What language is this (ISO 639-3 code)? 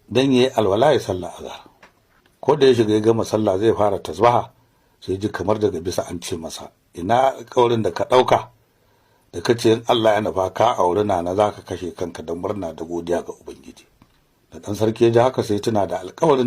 hau